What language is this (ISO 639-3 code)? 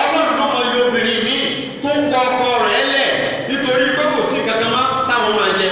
yor